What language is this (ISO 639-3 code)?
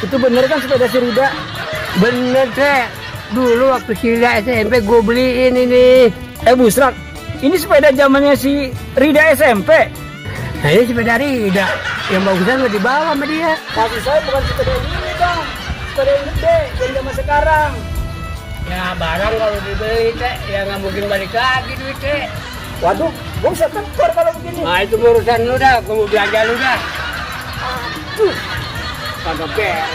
bew